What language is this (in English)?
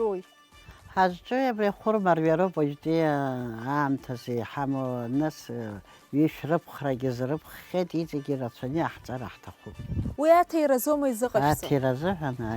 Abkhazian